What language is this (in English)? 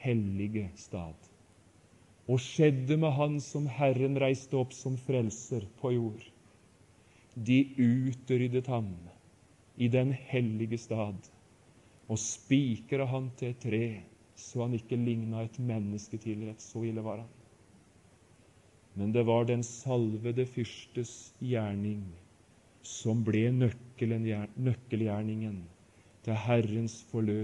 Norwegian